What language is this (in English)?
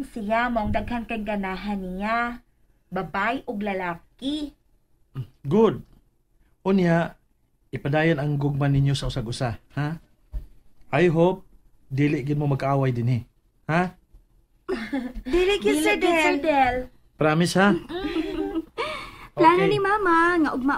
Cebuano